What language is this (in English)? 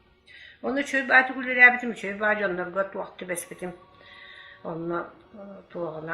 Yakut